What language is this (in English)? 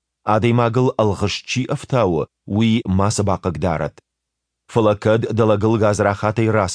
Ossetic